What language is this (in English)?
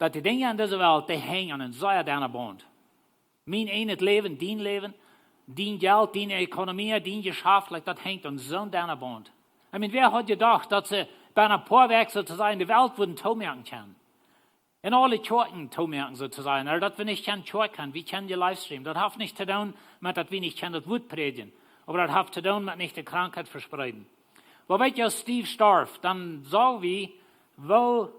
Plautdietsch